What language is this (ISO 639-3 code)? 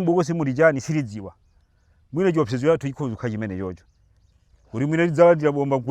nya